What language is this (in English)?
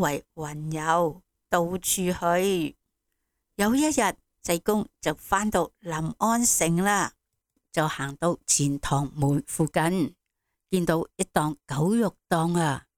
Cantonese